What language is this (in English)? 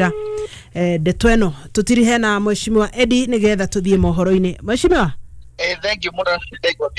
Kikuyu